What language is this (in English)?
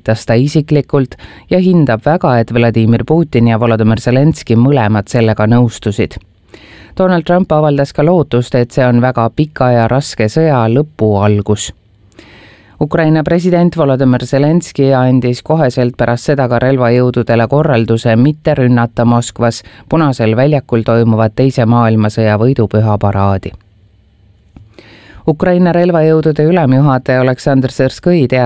Estonian